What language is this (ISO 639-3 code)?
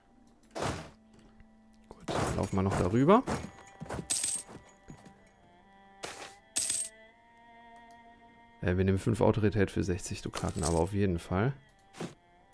deu